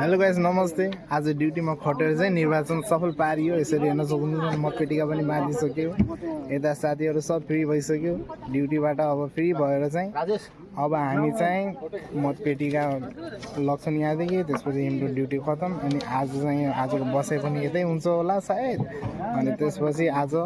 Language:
Nepali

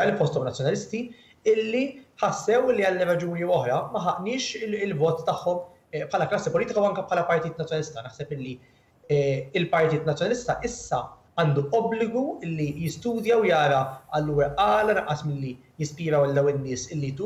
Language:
Maltese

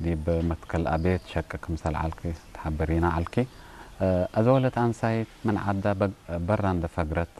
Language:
Tigre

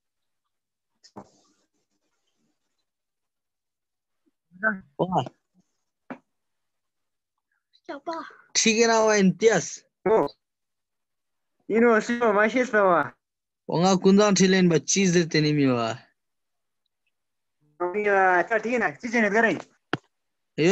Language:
Hindi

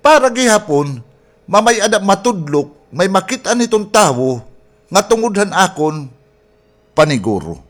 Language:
Waray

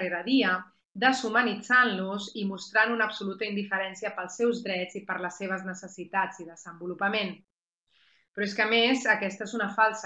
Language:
Catalan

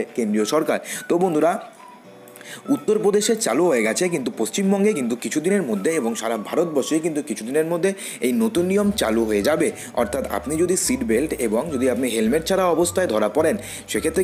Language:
Bangla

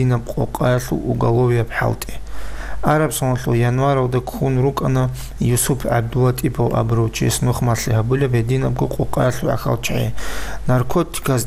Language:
Avaric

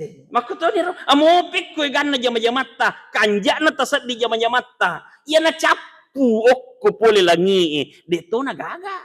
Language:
Buginese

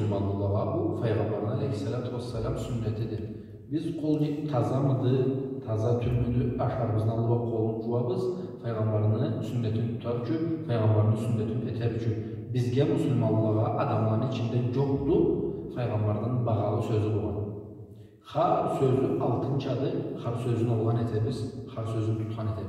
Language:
Karachay-Balkar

